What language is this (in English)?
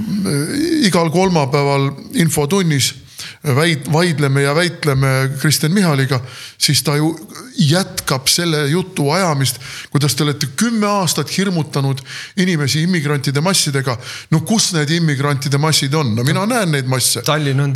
Estonian